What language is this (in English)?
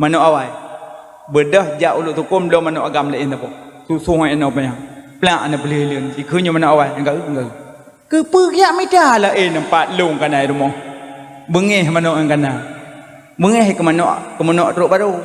Achinese